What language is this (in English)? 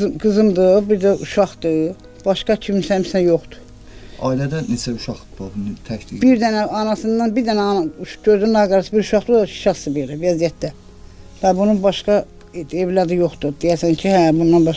Azerbaijani